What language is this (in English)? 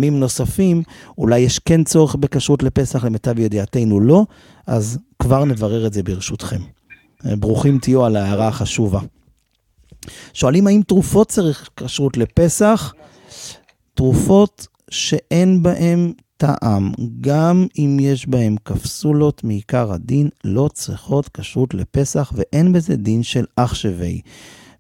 Hebrew